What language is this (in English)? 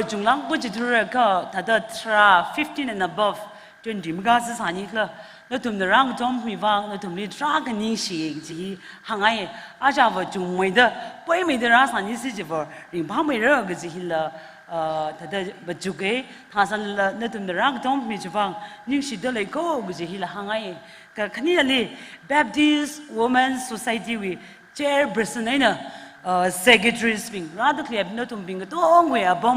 Tangkhul Naga (India)